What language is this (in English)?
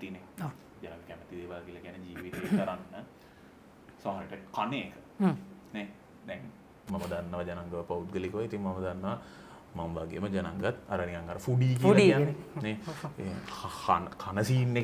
Sinhala